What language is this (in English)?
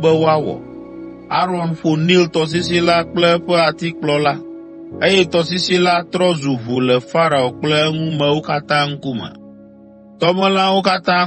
Ewe